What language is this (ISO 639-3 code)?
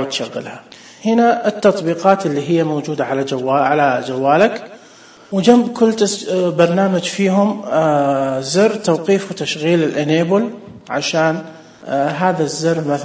ars